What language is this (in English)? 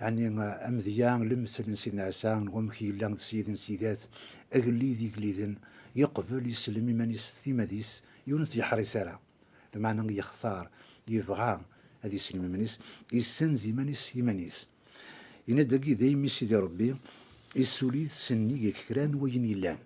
Kabyle